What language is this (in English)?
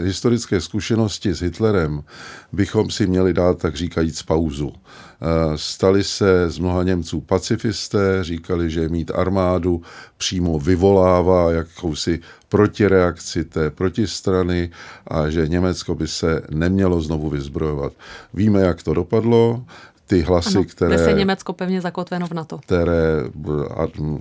Czech